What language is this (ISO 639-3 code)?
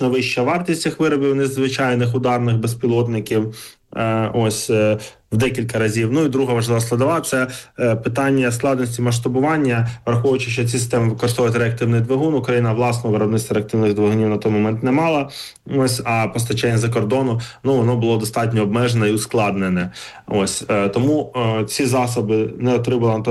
ukr